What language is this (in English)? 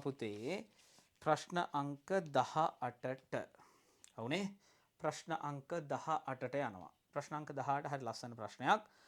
Sinhala